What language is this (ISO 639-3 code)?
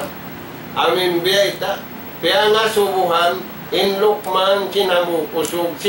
tsg